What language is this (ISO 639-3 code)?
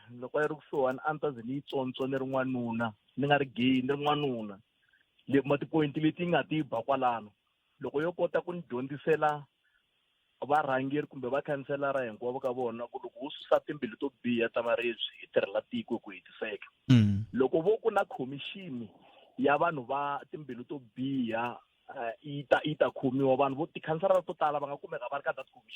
tso